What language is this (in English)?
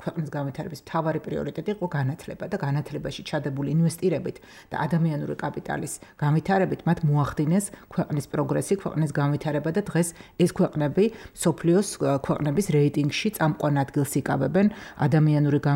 Georgian